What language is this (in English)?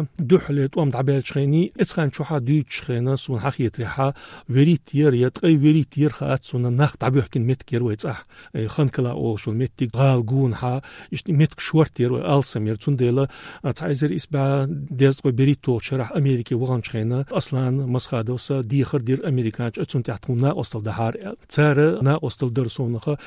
Chechen